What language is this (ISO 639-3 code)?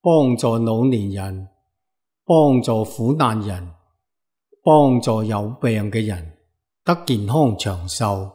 yue